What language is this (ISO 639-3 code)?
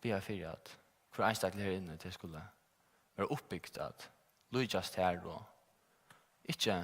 fao